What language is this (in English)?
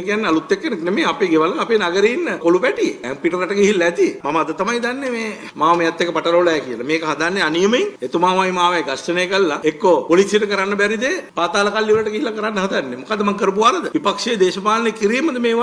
Sinhala